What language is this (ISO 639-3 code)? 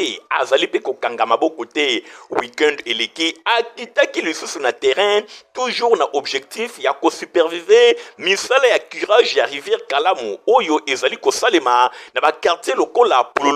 lin